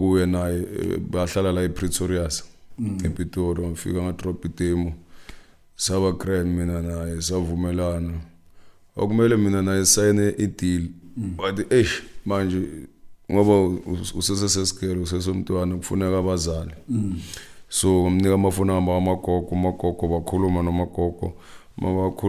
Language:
Zulu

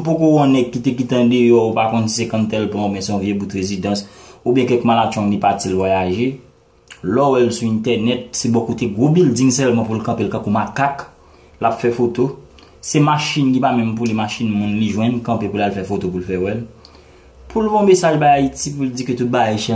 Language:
Haitian Creole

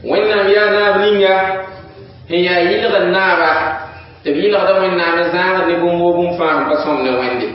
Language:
Mossi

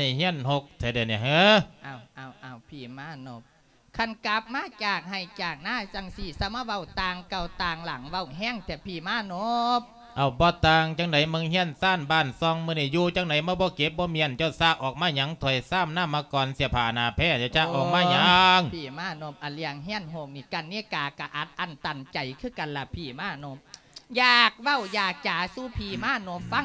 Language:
Lao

